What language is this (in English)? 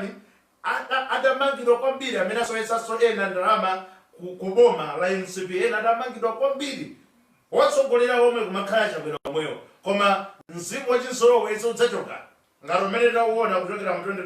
Nyanja